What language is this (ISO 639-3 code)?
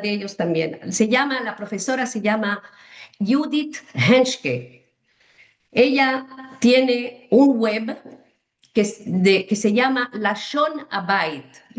lad